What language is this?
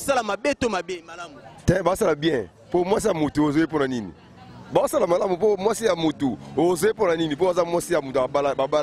Lingala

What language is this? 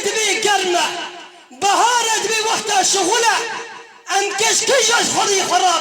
Kurdish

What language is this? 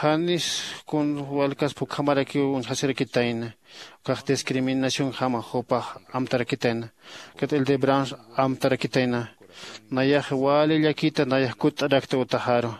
Aymara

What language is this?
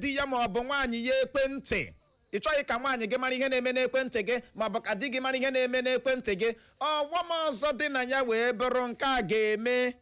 Igbo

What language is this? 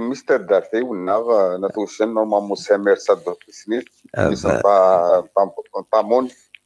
Kabyle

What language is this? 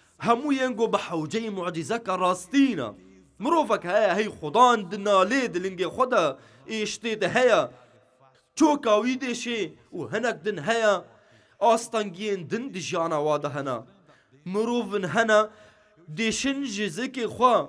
Kurdish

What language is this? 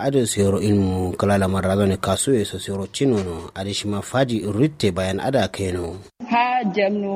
Kanuri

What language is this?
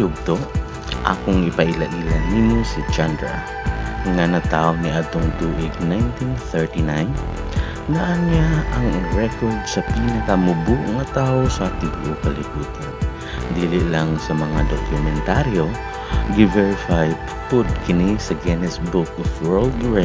Cebuano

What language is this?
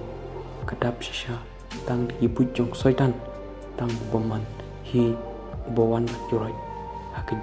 Khasi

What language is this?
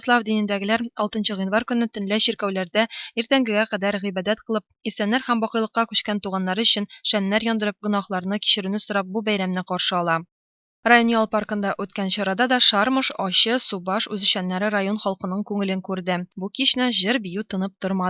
Tatar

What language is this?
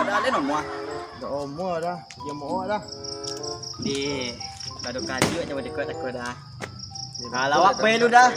Minangkabau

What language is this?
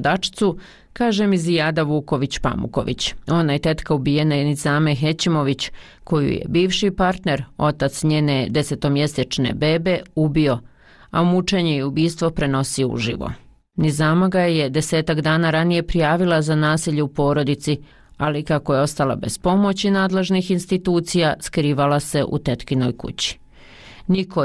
Bosnian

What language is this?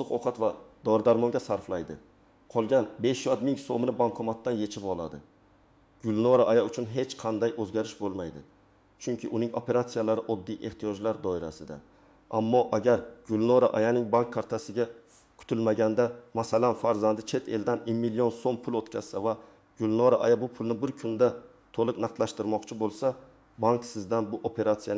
Uzbek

